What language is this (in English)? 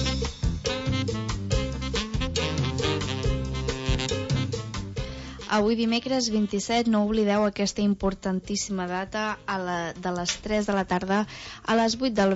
Catalan